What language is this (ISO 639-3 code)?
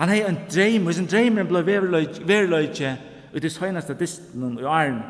fao